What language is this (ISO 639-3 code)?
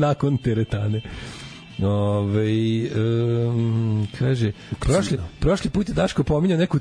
srp